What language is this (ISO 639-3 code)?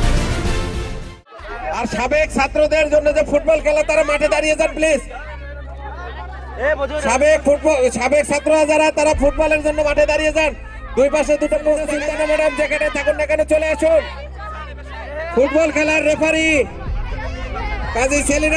ben